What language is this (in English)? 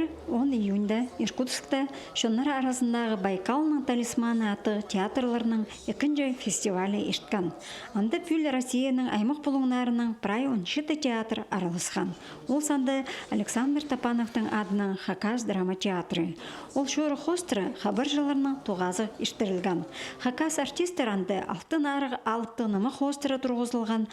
Khakas